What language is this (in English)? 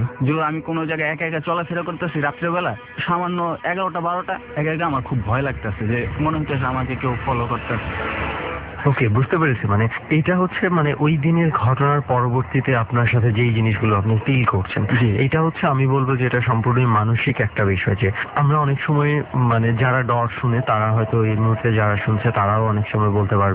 Bangla